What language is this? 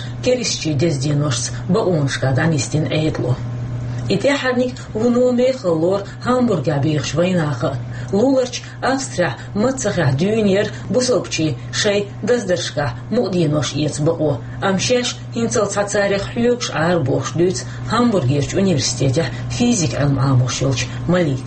Chechen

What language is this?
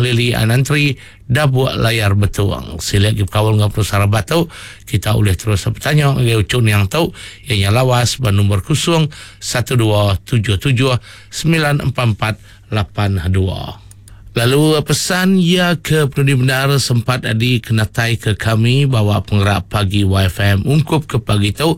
Iban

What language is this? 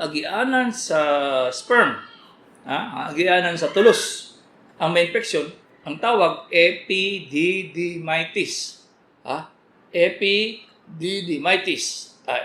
Cebuano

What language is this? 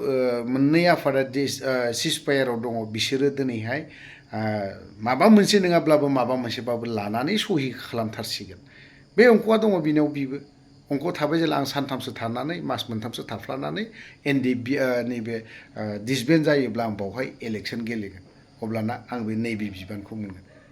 Bodo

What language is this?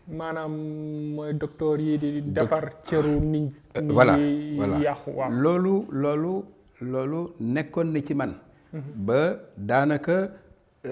Wolof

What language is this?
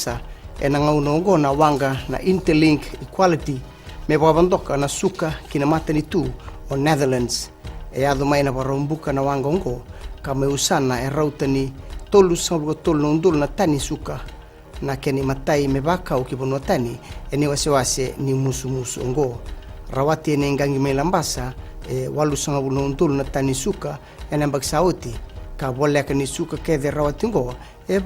Fijian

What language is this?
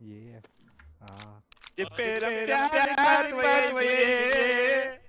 Yakut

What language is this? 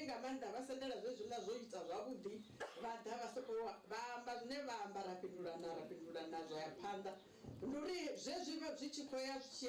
Venda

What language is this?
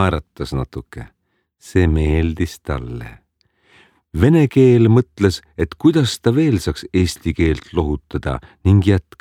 Estonian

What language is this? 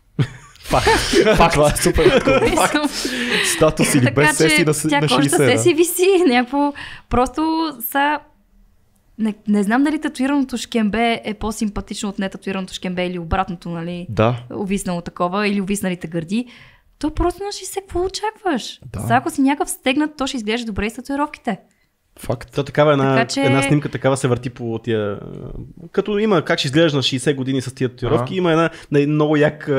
Bulgarian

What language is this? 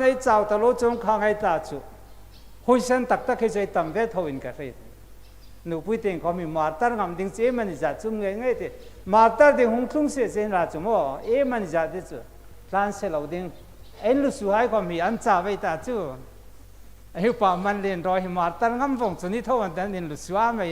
Hmar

